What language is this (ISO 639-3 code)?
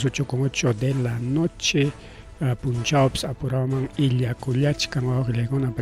quy